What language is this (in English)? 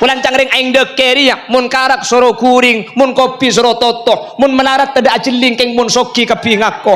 Madurese